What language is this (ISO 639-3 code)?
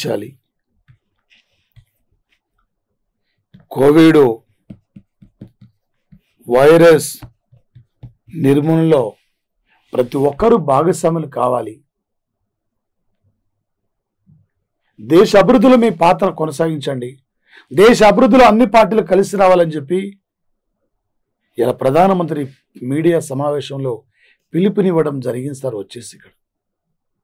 tel